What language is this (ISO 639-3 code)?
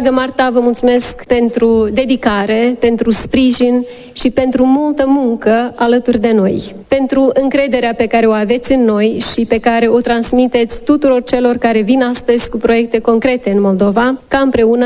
ron